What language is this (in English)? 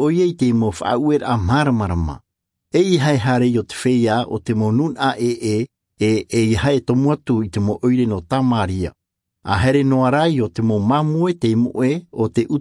Tahitian